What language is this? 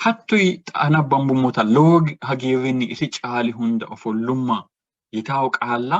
Sidamo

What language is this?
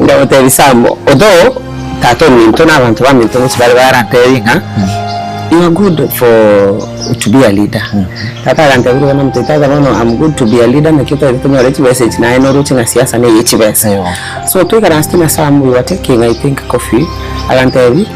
Gusii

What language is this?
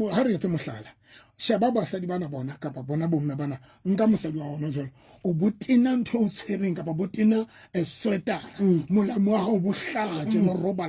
Southern Sotho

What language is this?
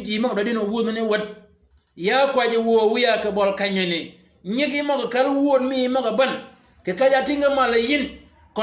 Shilluk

